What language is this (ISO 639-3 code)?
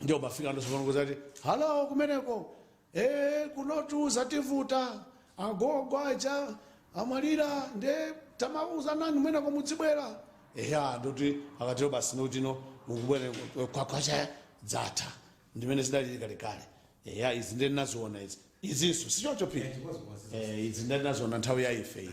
nya